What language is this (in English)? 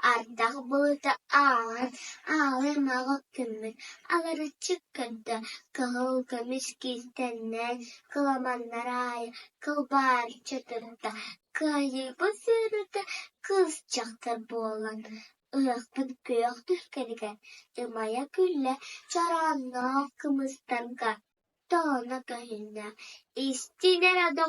Yakut